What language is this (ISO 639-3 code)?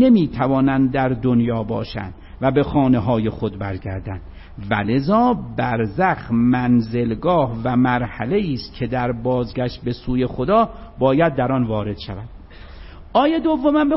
fas